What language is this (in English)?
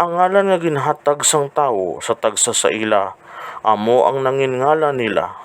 Hiligaynon